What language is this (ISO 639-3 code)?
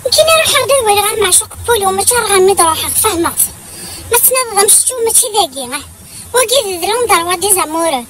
kab